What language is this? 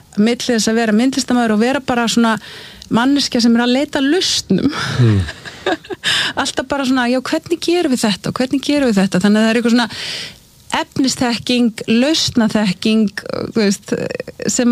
Icelandic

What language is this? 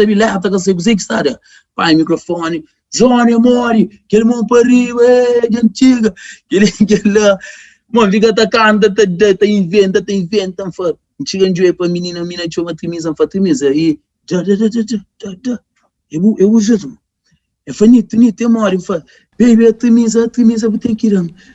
Kabuverdianu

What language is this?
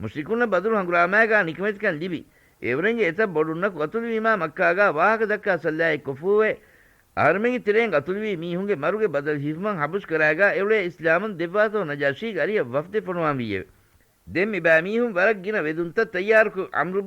Divehi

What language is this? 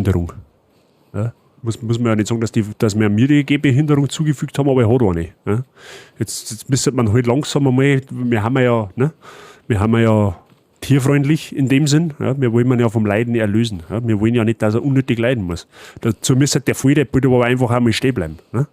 Bavarian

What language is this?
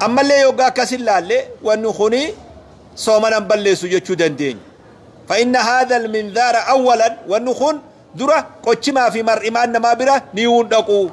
Oromo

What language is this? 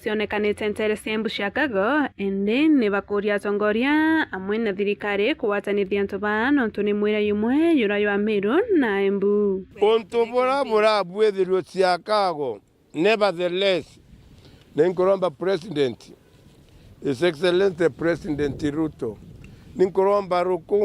Meru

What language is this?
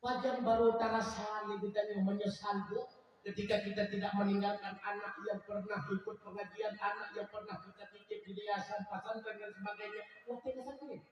Achinese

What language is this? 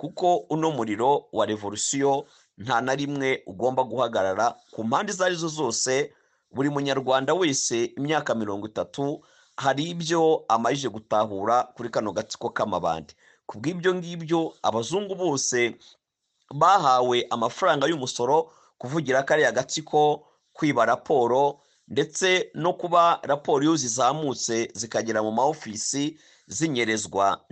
Kinyarwanda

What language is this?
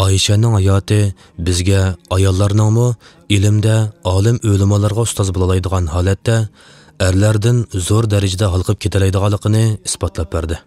Uyghur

